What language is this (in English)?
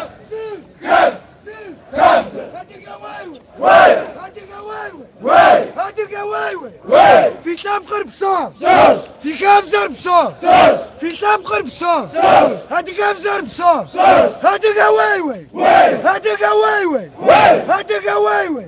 Kabardian